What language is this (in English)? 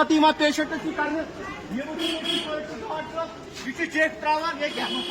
Kashmiri